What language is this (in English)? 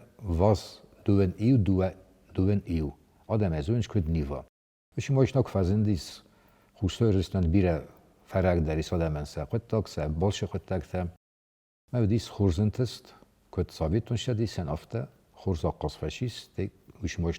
Ossetic